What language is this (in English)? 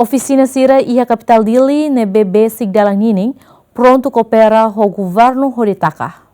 Tetum